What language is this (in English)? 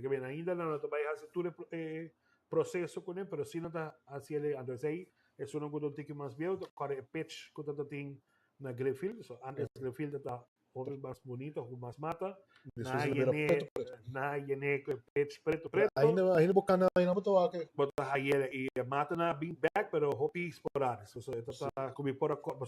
Papiamento